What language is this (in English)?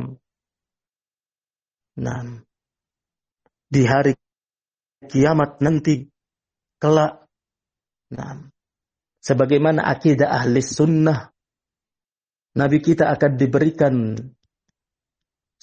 Indonesian